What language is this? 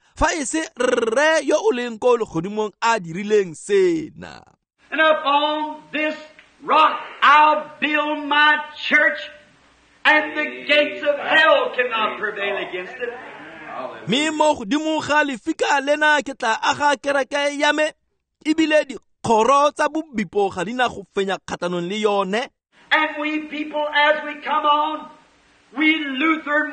Tswana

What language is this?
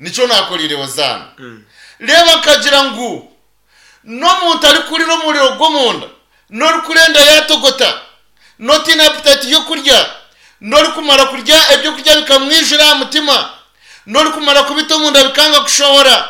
Nyankole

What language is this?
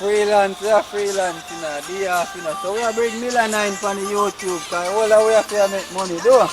Jamaican Creole English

